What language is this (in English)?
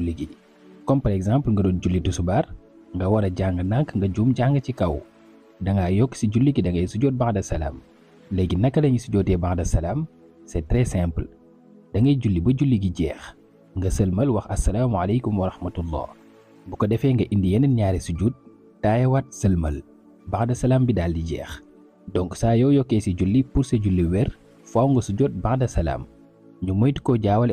Wolof